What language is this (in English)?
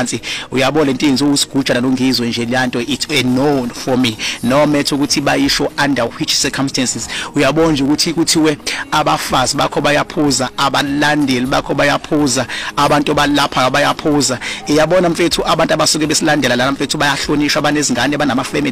Zulu